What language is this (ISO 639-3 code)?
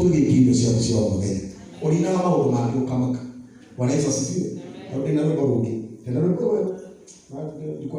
kik